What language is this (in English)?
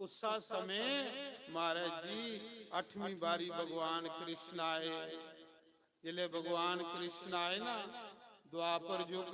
Dogri